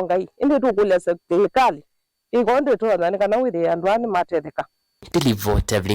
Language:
Kamba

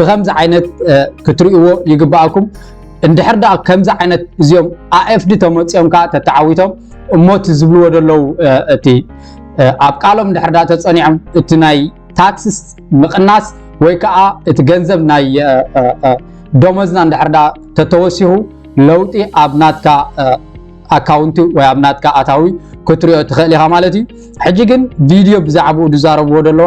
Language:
Tigrinya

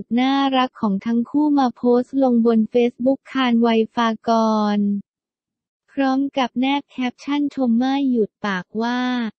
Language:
Thai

